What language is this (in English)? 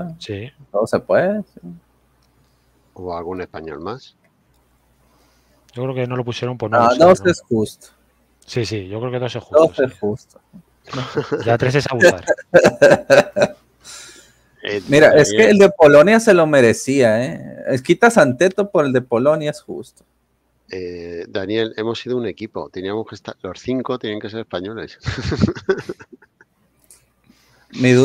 Spanish